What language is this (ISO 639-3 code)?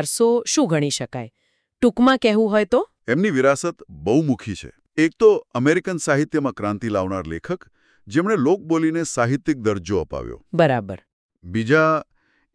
guj